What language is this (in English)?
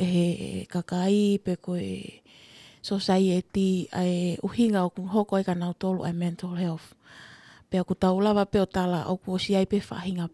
Tongan